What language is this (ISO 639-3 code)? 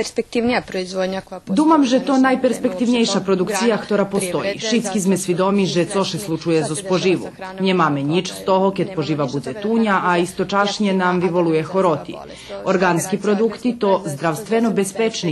rue